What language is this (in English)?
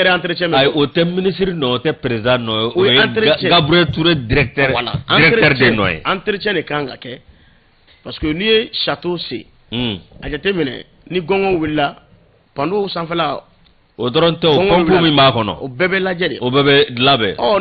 Bambara